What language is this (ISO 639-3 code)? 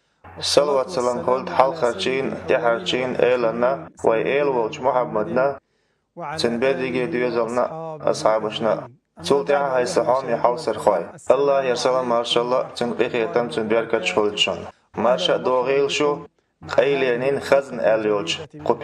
che